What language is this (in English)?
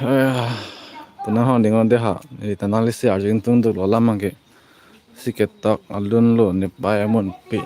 Karbi